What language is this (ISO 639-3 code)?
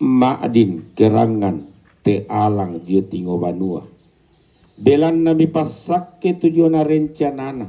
sda